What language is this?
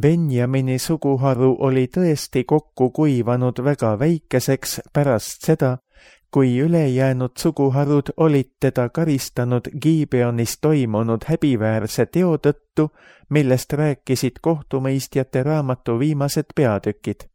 Estonian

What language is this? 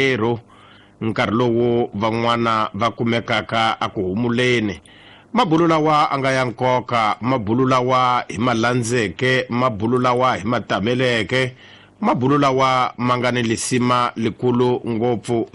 Tsonga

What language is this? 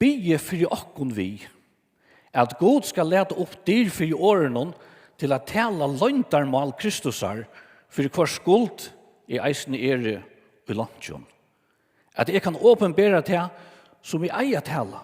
Faroese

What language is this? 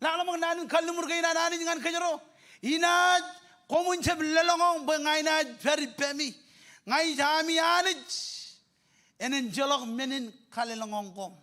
Marshallese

